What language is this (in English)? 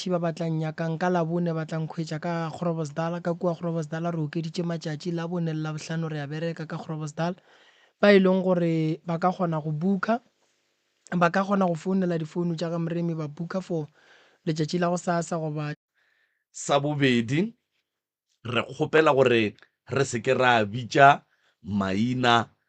Northern Sotho